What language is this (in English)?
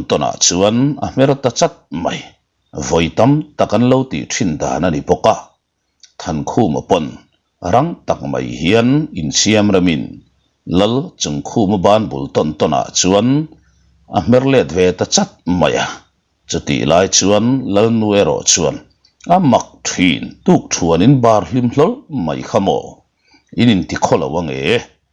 Mizo